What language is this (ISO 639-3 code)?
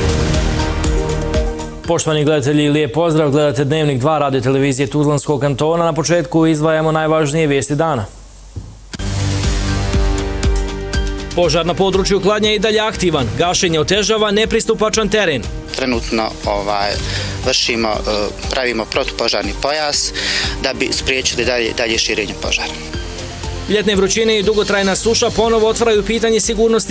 bos